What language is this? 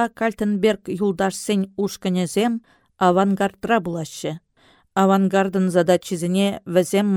Chuvash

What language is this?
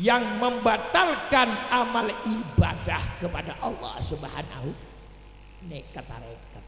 Madurese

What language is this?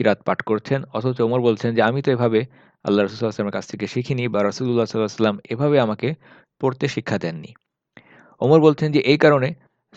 Bangla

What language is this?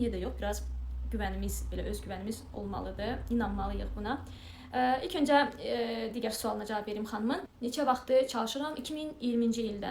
Azerbaijani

